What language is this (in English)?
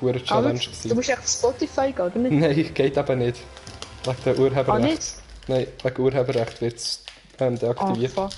Swiss German